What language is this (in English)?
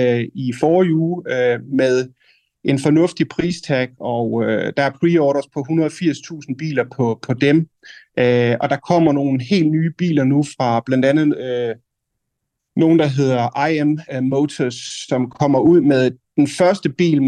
Danish